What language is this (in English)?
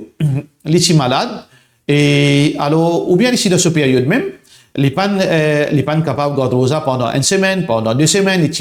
Morisyen